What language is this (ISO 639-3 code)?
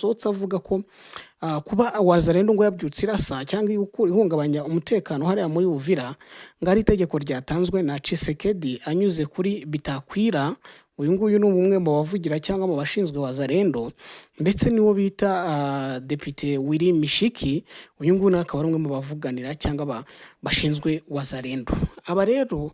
kin